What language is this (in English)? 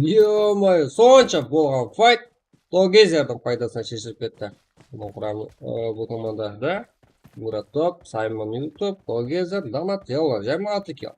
Kara-Kalpak